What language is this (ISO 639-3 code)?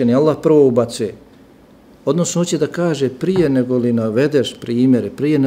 bos